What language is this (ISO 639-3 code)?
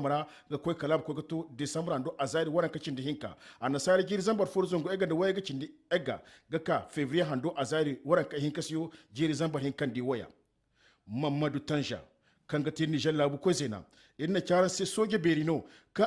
dje